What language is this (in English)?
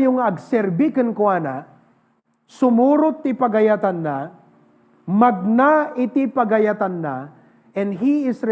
Iloko